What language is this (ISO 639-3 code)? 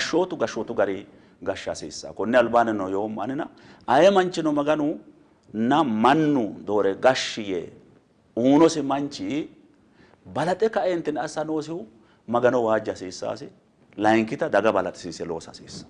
sid